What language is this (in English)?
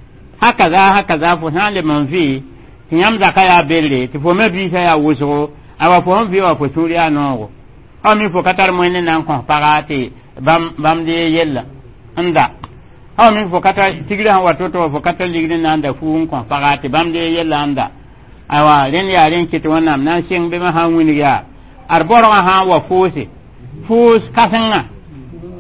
Mossi